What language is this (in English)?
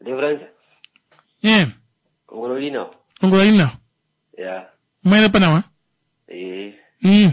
Kuanyama